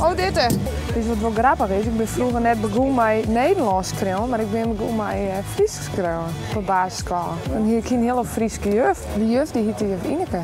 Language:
Western Frisian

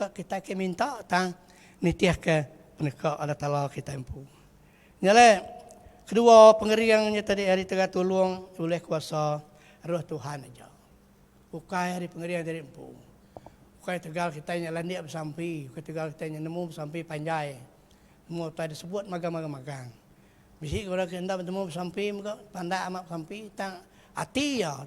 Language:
Iban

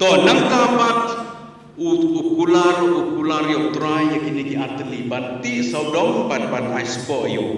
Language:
Khasi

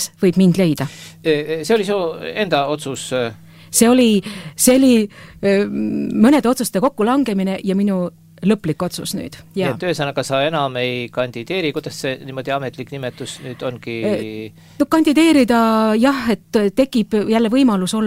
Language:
Estonian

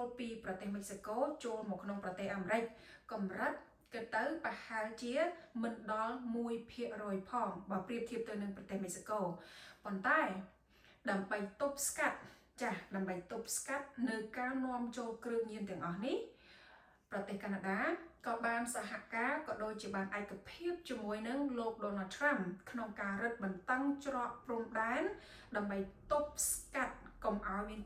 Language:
Khmer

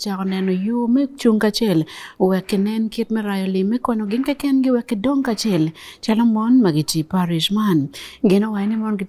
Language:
Acoli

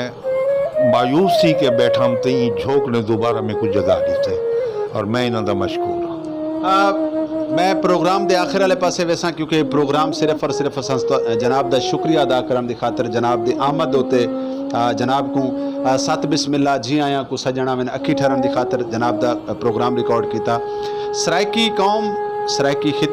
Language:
Saraiki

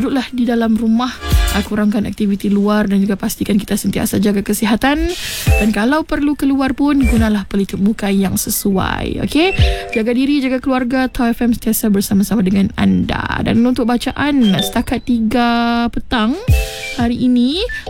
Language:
Malay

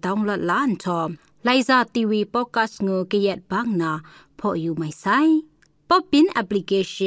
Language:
Kachin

